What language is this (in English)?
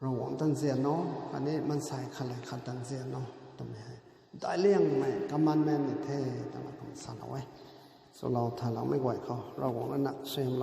Rongmei Naga